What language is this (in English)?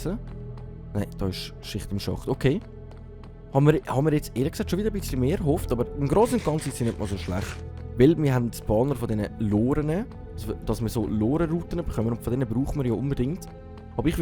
Swiss German